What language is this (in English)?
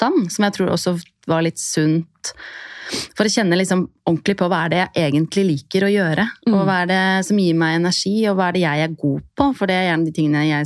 Norwegian